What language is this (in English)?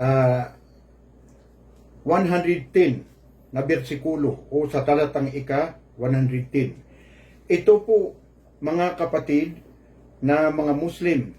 Maranao